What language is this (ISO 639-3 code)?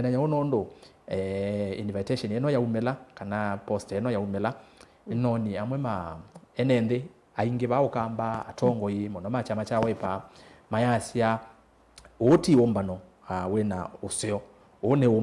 kam